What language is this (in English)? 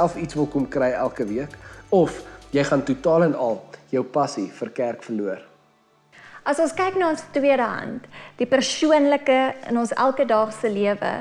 Afrikaans